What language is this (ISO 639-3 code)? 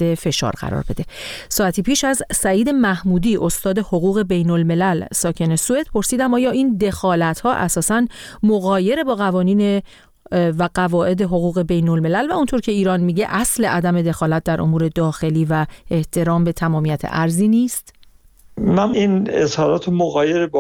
fas